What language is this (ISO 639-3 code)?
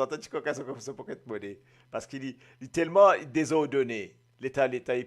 mfe